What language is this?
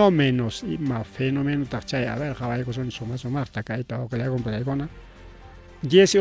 Ayacucho Quechua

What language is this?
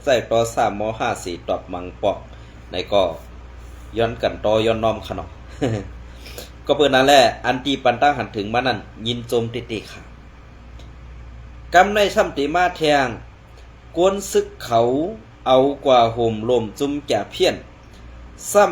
Shan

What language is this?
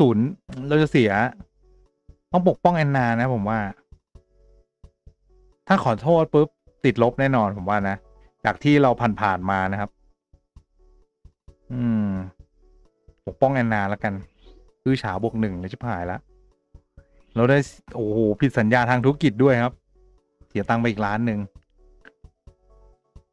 Thai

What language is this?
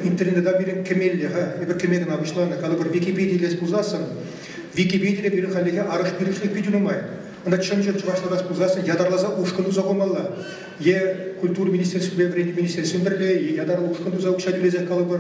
Chuvash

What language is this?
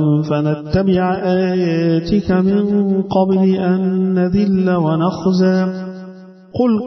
Arabic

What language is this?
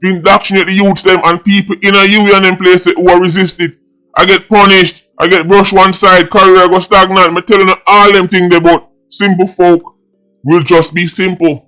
Jamaican Creole English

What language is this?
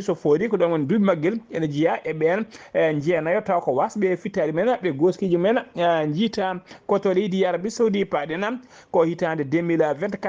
Fula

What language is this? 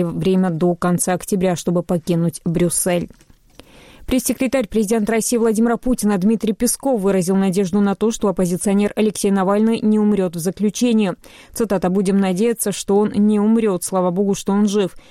Russian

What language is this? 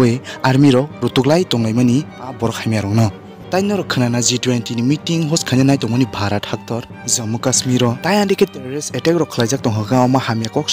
Kok Borok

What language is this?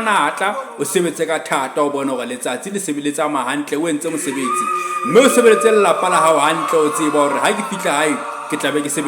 Southern Sotho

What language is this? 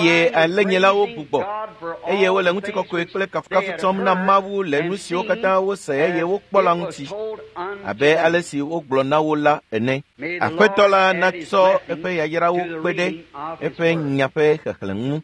Ewe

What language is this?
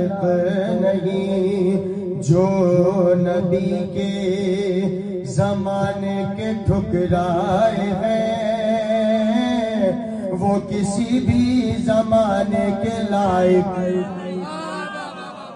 Urdu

